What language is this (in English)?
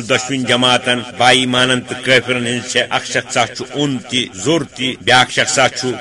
Kashmiri